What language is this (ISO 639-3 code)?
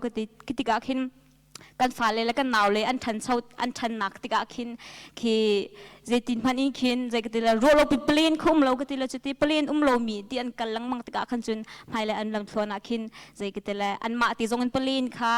cnh